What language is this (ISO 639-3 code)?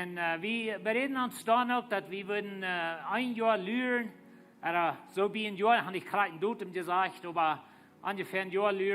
pdt